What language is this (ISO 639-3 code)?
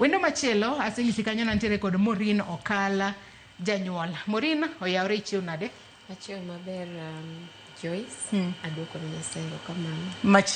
luo